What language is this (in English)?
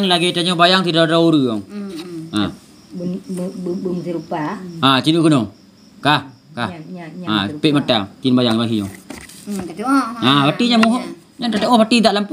Achinese